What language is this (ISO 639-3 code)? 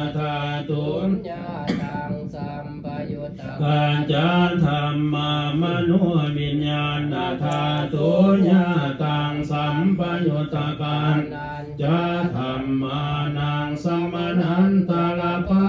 pli